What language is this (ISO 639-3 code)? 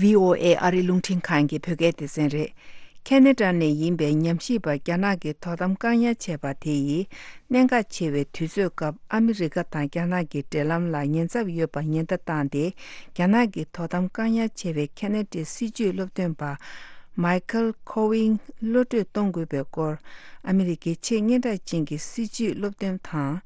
bod